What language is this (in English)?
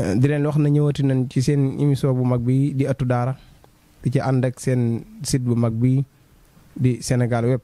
Wolof